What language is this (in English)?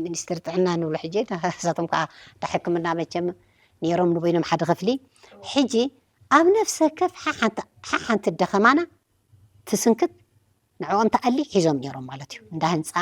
Tigrinya